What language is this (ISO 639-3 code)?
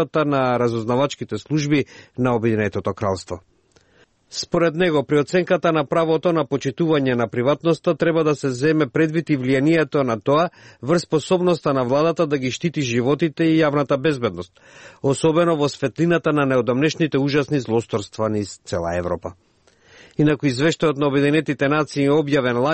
mkd